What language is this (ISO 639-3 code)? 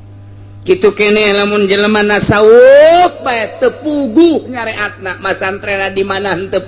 sun